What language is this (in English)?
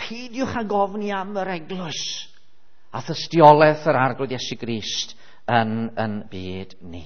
Welsh